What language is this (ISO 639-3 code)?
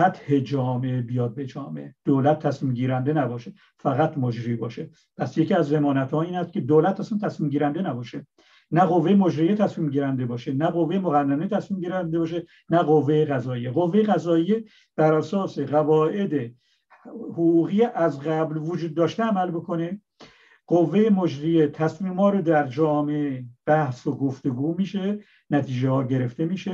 fas